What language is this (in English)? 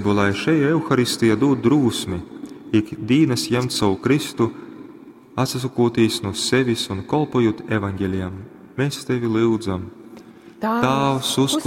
Latgalian